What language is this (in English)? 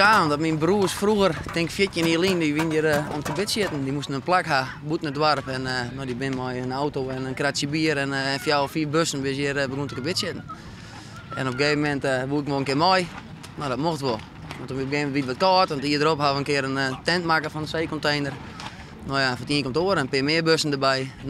Western Frisian